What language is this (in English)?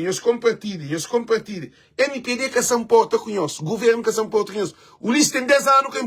Kabuverdianu